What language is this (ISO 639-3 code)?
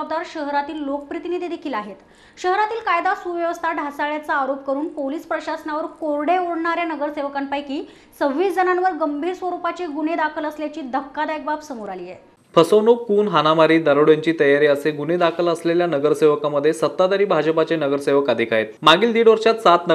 mar